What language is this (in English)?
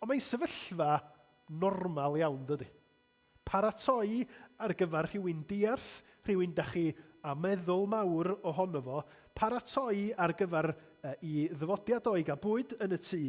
Welsh